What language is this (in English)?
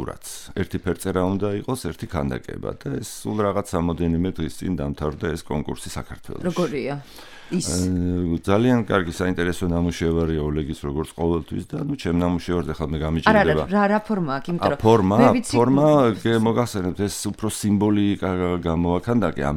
Georgian